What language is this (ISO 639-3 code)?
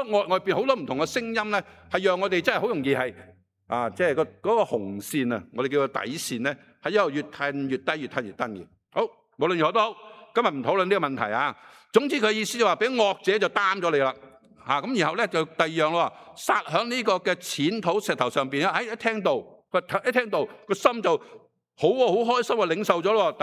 yue